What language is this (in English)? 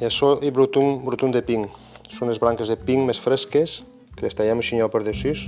Occitan